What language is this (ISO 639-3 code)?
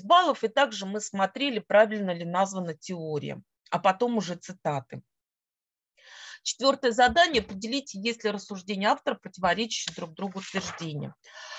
rus